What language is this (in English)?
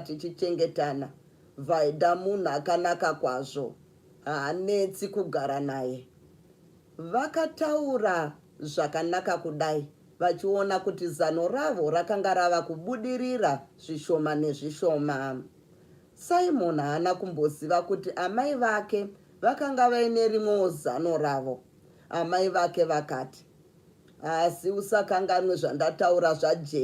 Shona